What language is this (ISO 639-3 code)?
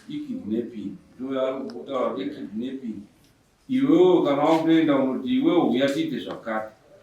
sna